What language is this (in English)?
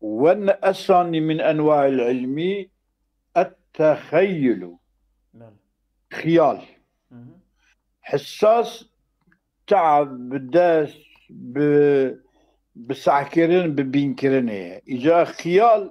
Kurdish